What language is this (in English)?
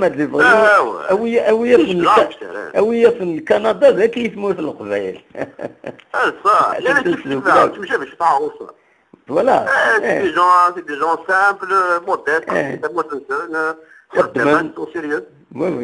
Kabyle